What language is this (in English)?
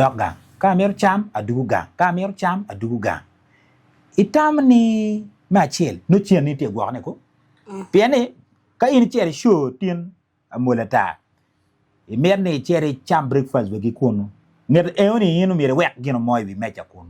Acoli